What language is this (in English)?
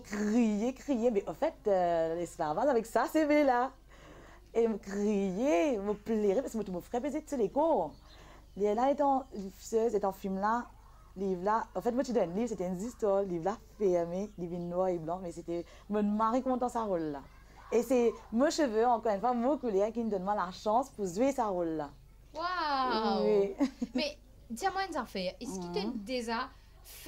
Morisyen